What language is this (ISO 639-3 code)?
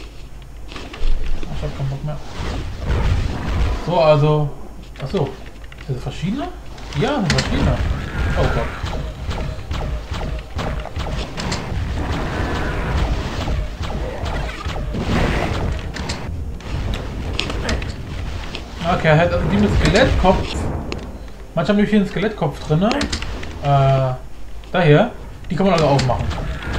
deu